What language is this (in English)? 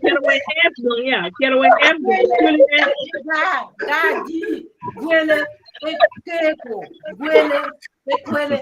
Acoli